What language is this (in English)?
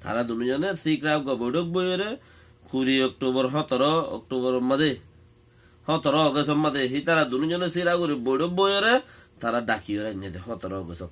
Rohingya